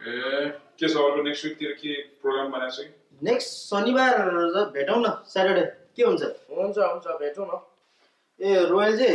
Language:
Nepali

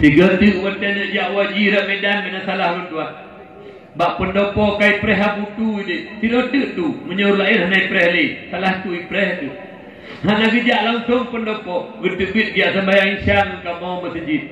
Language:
Achinese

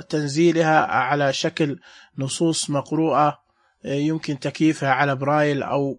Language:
Najdi Arabic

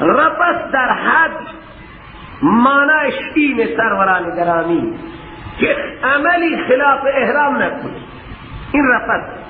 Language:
Persian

